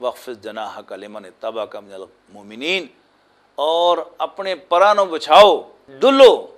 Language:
Western Panjabi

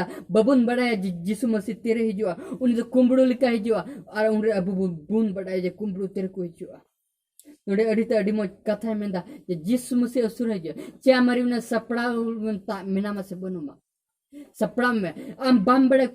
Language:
Santali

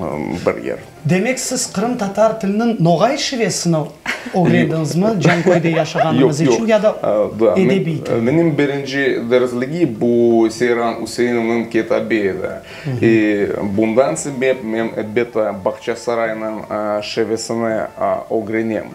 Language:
Crimean Tatar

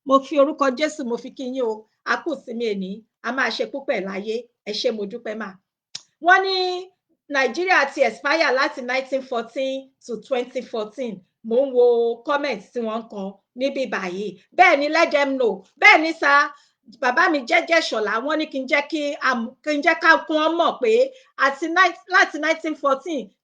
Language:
Yoruba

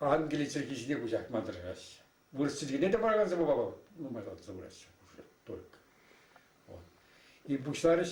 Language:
Chuvash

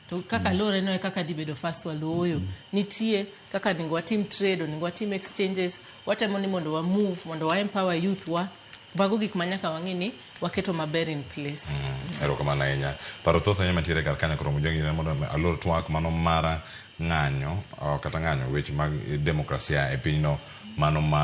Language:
Luo (Kenya and Tanzania)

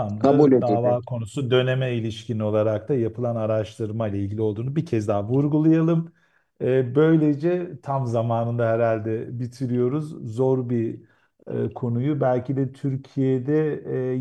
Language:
Turkish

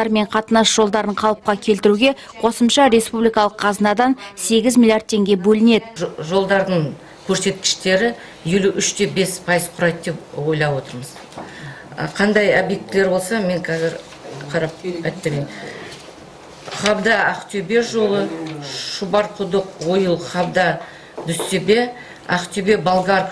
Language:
Kazakh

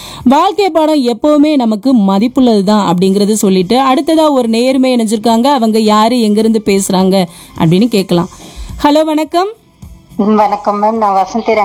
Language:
Tamil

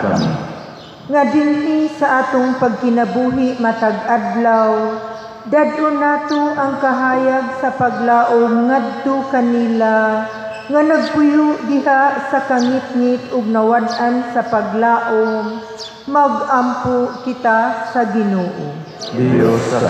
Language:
Cebuano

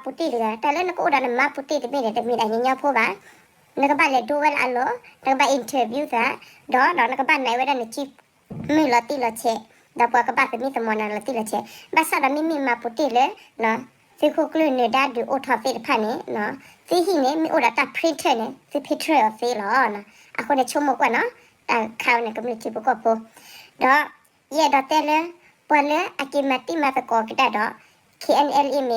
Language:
S'gaw Karen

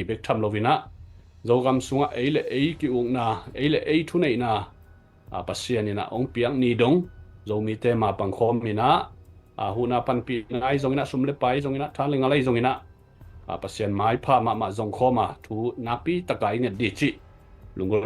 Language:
Tedim Chin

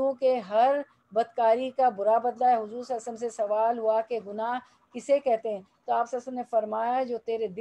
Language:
Urdu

